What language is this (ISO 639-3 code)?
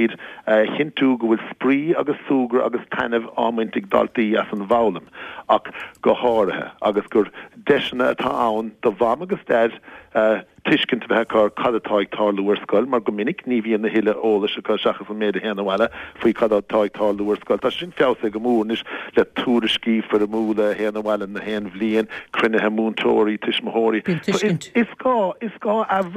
gle